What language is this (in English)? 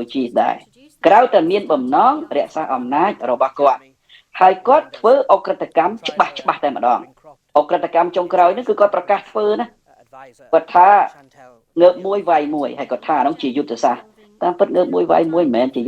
Khmer